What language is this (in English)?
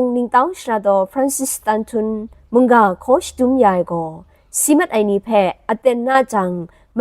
Kachin